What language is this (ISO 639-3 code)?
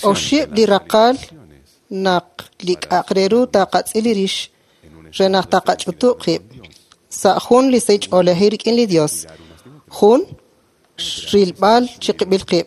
kek